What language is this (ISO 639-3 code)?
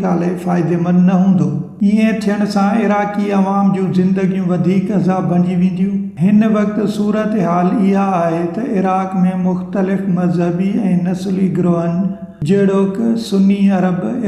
snd